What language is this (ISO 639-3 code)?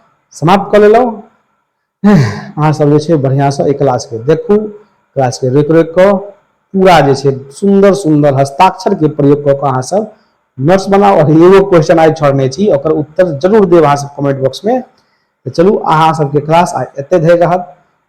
mai